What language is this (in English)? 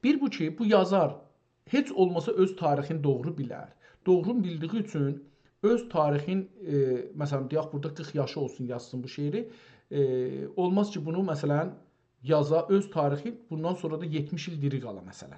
South Azerbaijani